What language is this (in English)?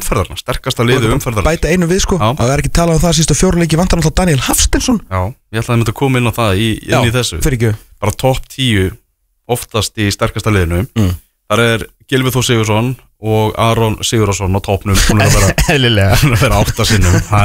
Icelandic